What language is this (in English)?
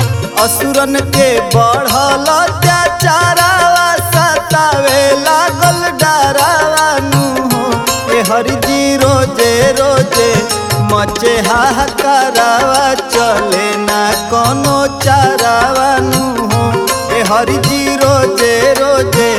Bhojpuri